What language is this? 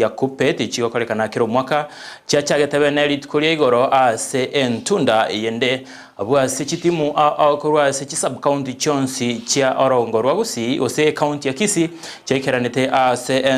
Gusii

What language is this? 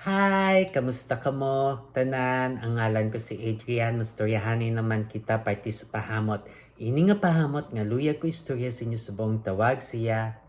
Hiligaynon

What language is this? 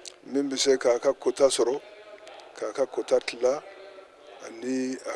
Bambara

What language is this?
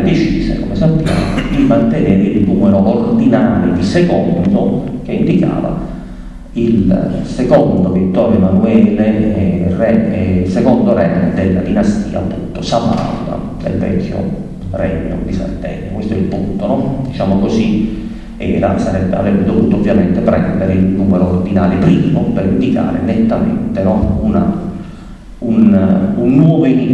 Italian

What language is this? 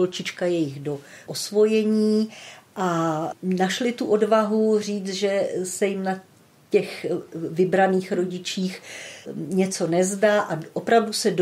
Czech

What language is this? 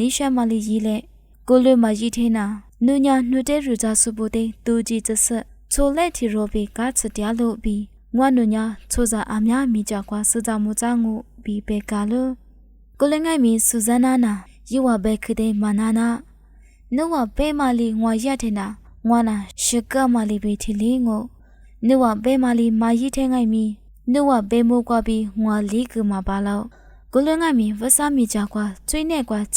Lisu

